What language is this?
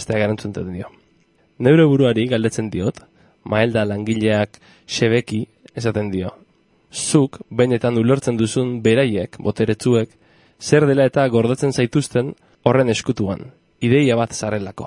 Basque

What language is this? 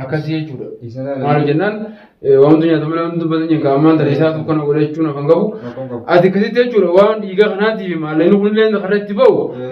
Oromo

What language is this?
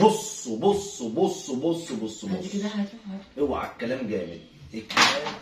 Egyptian Arabic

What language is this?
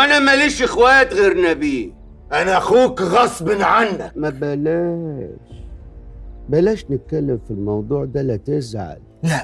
Egyptian Arabic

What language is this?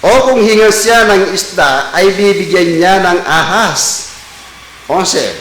Pampanga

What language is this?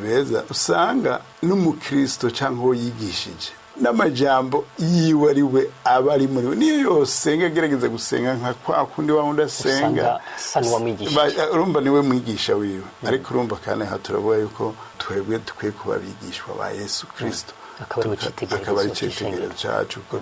Rundi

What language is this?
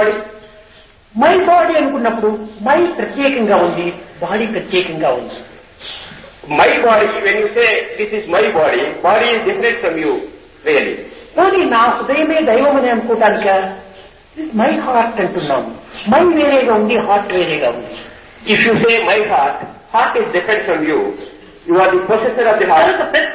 Telugu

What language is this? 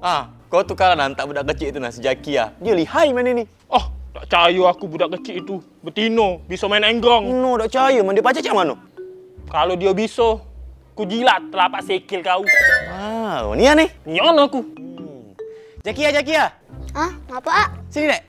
Musi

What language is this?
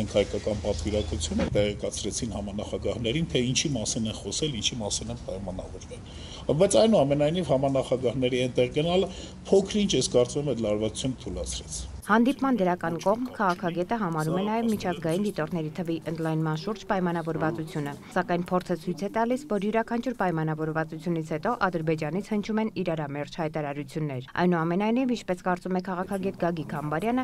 Armenian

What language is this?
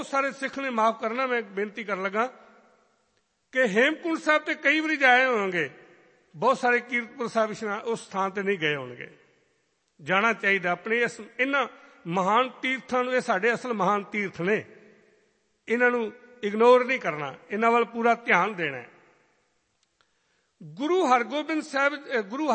Punjabi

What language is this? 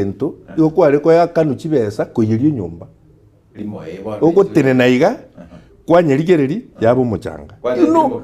Gusii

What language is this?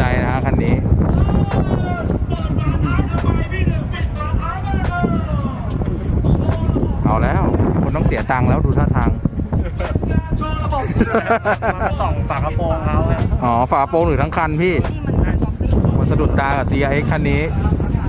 Thai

